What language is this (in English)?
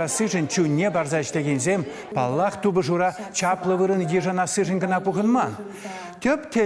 Chuvash